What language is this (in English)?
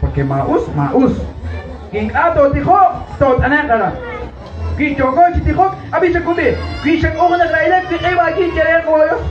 Kekchí